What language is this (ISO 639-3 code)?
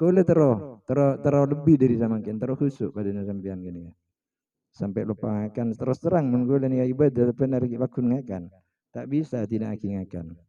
mad